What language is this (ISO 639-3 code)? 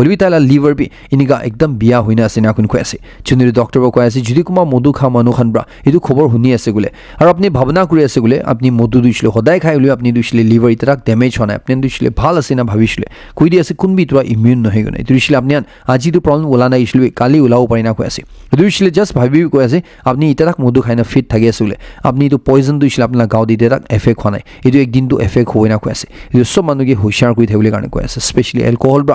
nag